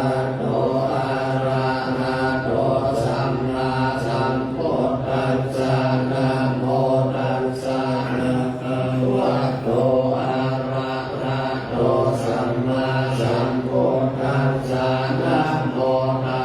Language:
Pali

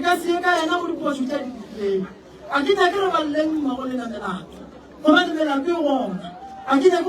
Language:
Northern Sotho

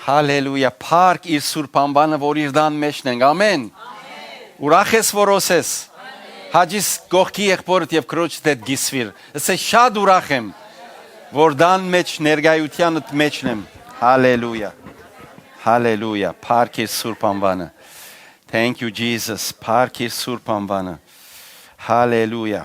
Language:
Western Armenian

